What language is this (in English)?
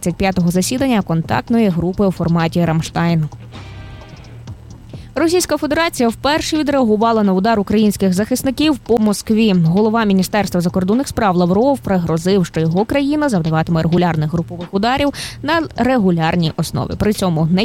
Ukrainian